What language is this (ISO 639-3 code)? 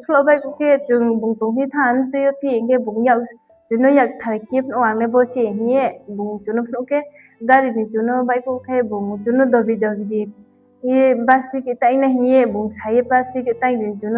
ria